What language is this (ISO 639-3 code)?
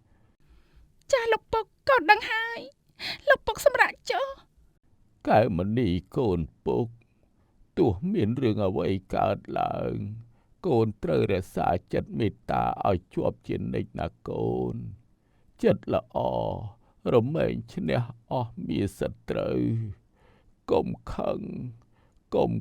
khm